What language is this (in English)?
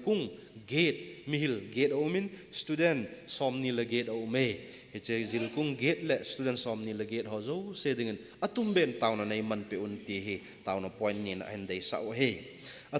Thado Chin